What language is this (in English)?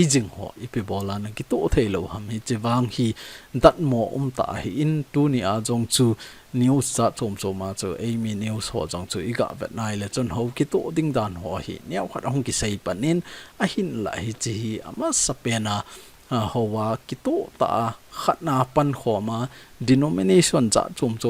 Thado Chin